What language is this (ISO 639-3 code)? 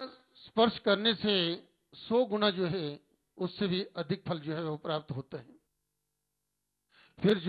hin